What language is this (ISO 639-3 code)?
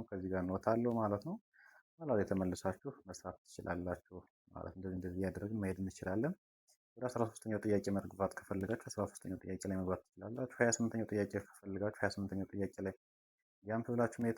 amh